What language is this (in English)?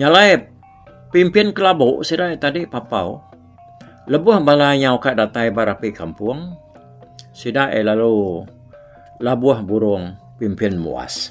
Iban